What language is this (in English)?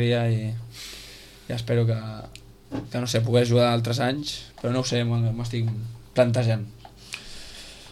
Catalan